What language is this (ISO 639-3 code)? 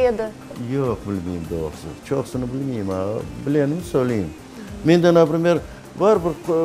crh